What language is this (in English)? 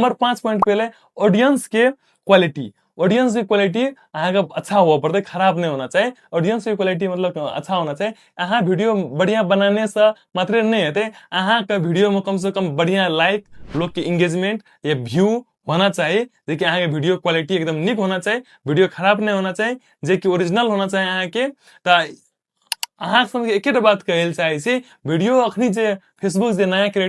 Maithili